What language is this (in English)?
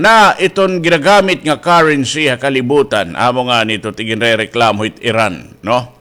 Waray